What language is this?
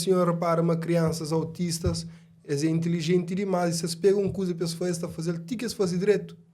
Kabuverdianu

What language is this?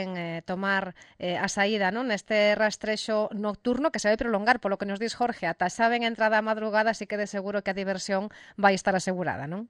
Galician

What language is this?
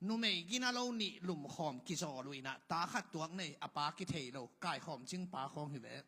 Tedim Chin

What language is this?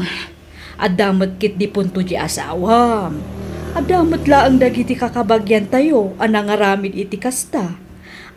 Iloko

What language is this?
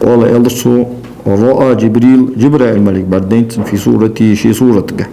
Ingush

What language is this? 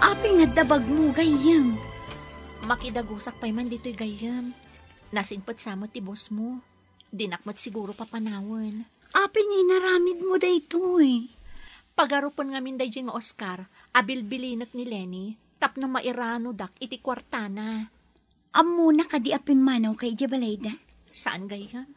Iloko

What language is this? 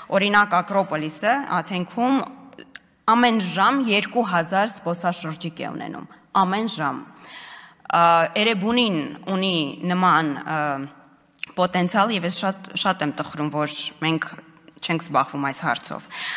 Armenian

